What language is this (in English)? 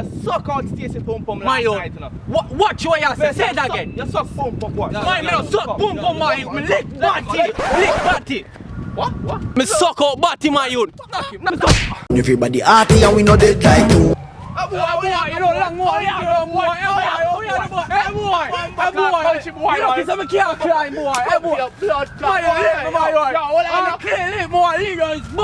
Jamaican Creole English